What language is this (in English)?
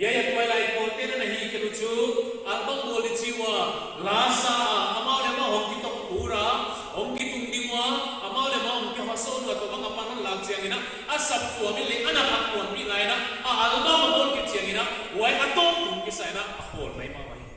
Paite Chin